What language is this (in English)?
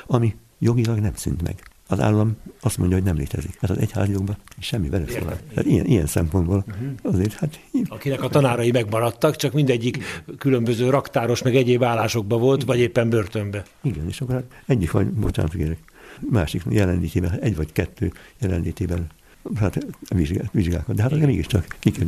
Hungarian